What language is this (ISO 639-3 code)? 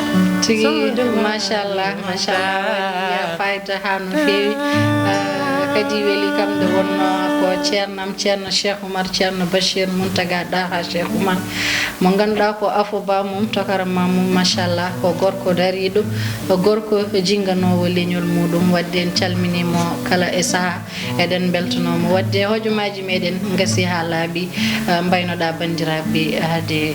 ful